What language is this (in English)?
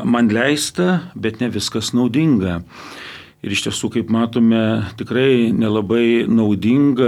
Lithuanian